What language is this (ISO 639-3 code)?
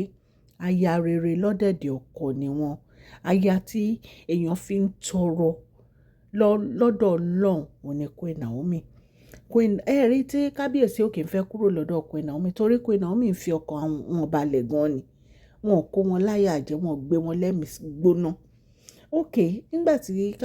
yor